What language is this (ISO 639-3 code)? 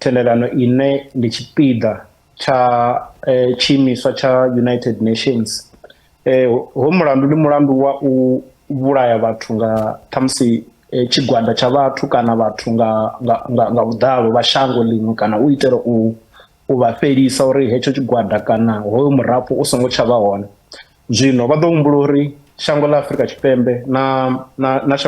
ven